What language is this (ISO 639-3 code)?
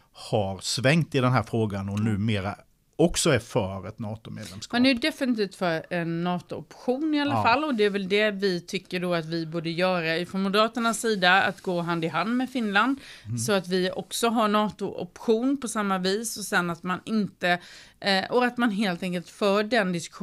swe